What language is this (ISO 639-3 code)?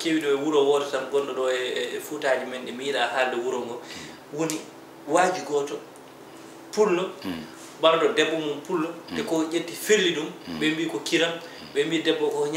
ful